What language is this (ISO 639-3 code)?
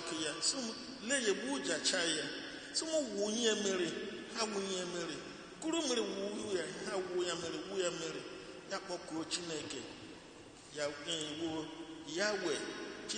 ibo